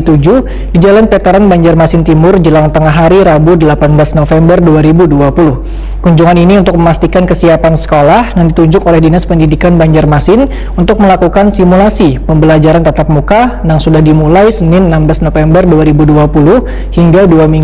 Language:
Banjar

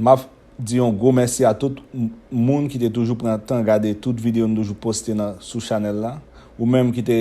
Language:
Haitian Creole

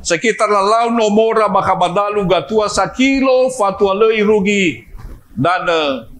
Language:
Nias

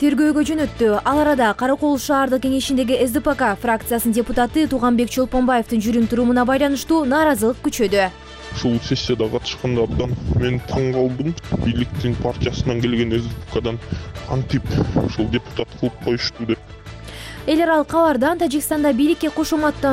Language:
Kyrgyz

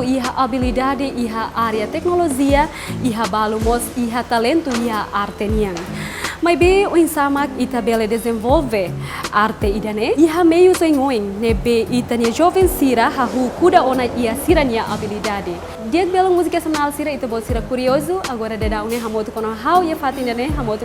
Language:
Tetum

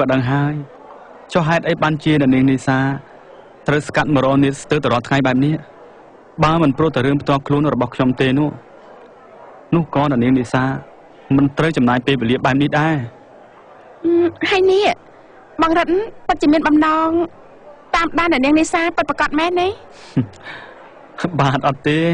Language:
Khmer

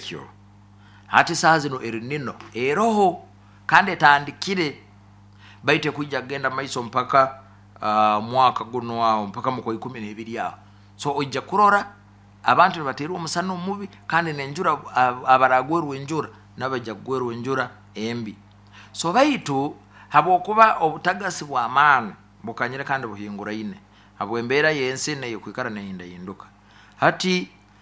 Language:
Nyoro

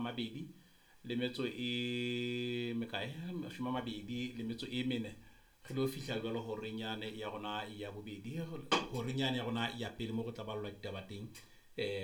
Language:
Southern Sotho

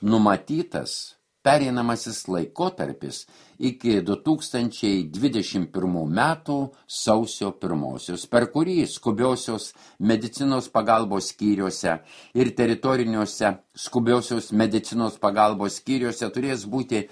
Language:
Lithuanian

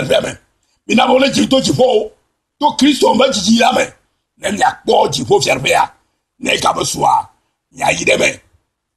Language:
Ewe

